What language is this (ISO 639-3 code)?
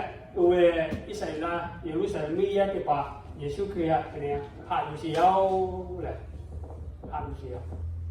lhu